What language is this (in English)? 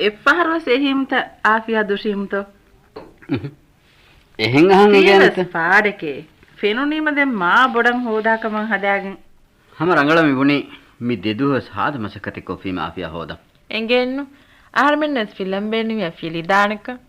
Divehi